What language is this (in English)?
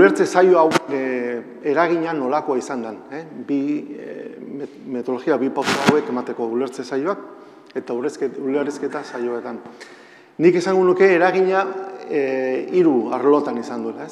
Basque